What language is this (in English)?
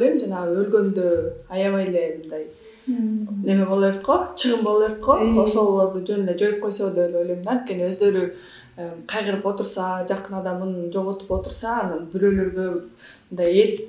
Kyrgyz